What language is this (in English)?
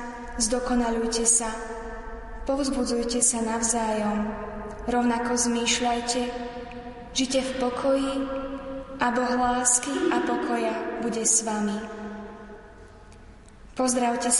Slovak